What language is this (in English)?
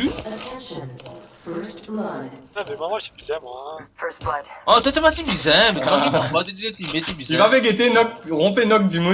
Morisyen